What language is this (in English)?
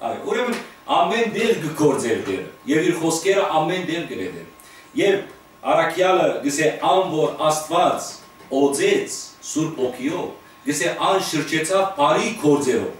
Western Armenian